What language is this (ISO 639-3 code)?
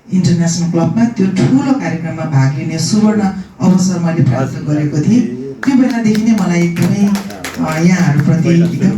nep